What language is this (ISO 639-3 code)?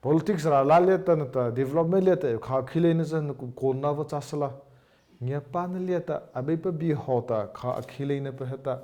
mrh